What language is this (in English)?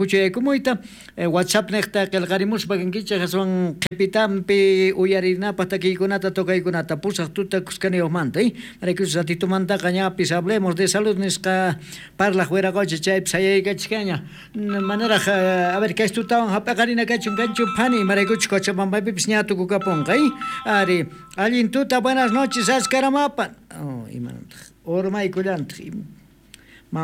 South Bolivian Quechua